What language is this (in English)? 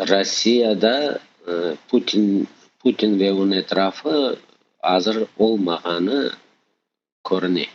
Crimean Tatar